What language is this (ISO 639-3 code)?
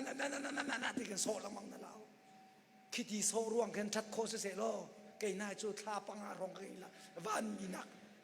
cnh